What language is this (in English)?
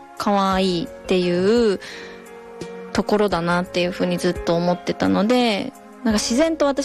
Japanese